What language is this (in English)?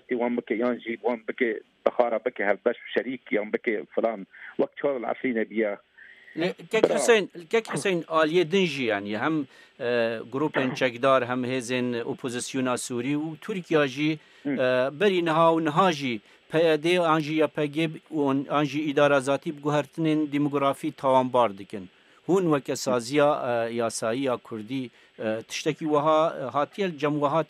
Kurdish